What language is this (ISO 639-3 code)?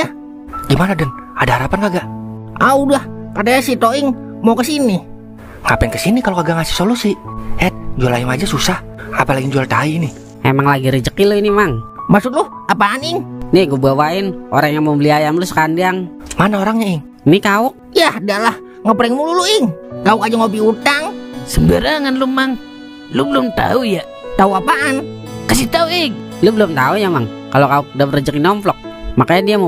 bew